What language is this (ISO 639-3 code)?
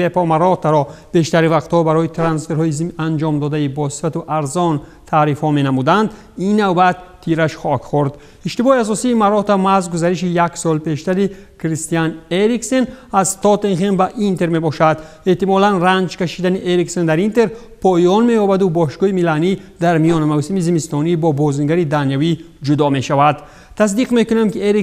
tgk